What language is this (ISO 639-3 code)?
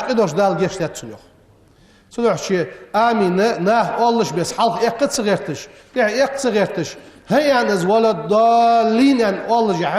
inh